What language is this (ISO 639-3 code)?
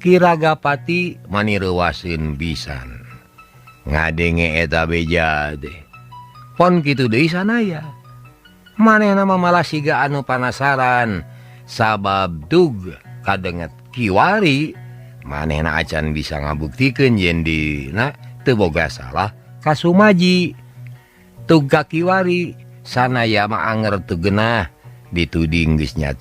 sun